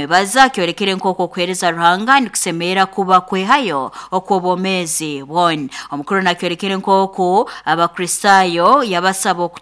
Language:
Nyoro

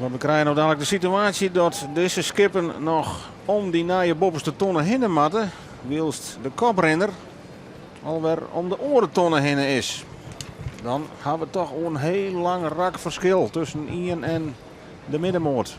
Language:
Western Frisian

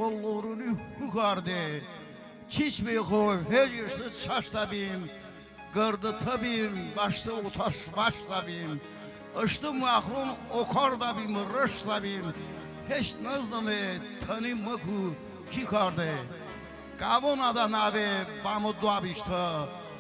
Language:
Talysh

